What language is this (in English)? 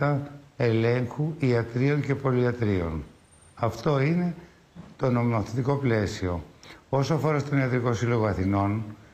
Greek